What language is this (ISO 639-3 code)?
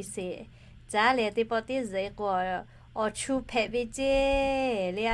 lhu